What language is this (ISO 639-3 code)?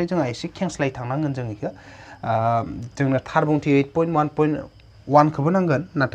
brx